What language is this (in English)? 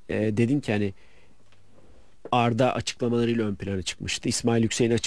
Turkish